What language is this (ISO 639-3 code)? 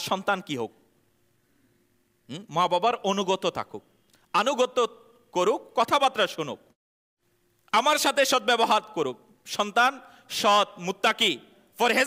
ben